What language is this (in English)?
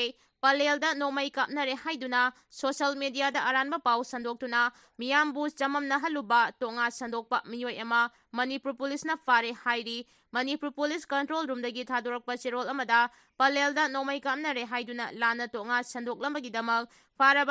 Manipuri